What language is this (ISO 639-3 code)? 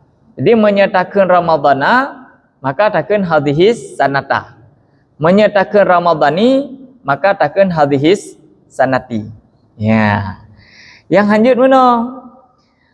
ace